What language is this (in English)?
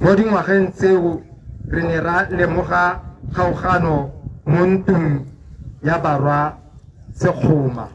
Tswana